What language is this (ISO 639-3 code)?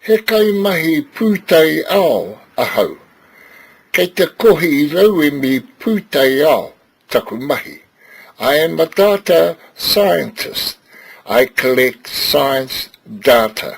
mri